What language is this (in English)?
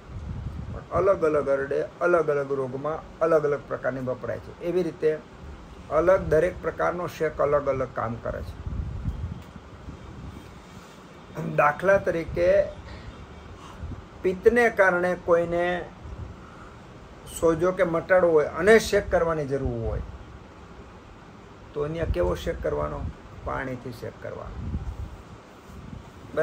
Gujarati